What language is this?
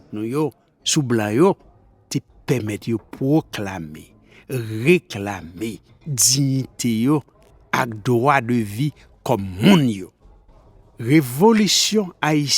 Haitian Creole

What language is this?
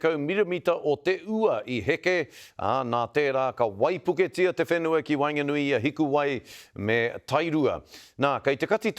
Māori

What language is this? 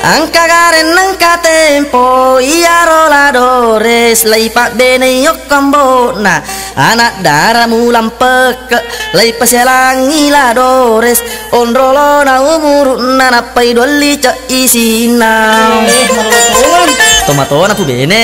Buginese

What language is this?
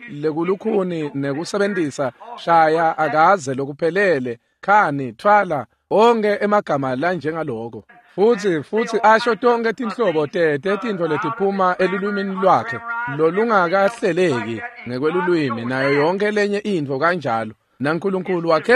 Swati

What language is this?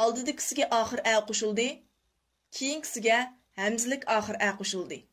Uyghur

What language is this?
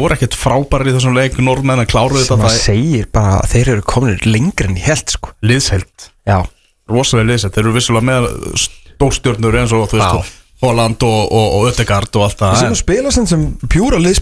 Icelandic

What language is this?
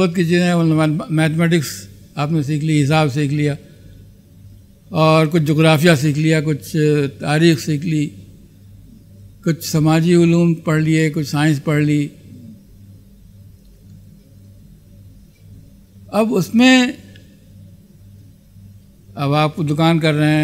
Urdu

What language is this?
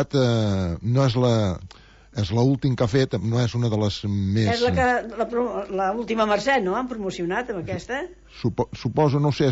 Catalan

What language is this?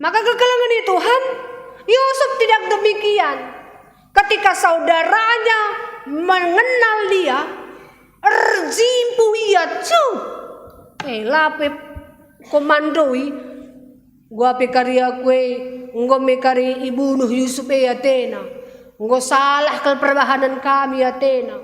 Batak Karo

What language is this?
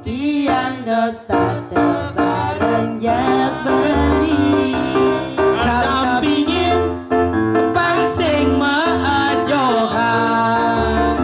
Balinese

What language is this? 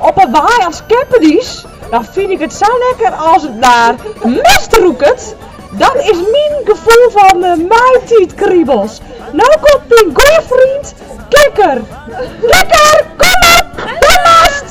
Western Frisian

